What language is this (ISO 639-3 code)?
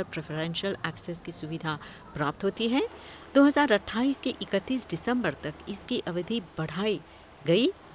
hin